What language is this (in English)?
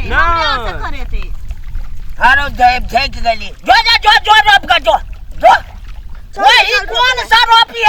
Maithili